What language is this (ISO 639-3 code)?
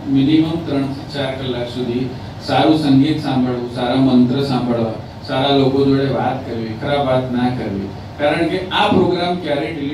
guj